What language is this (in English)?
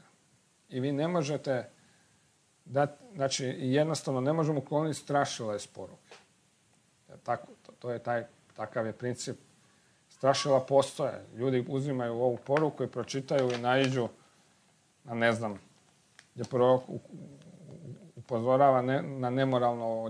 Croatian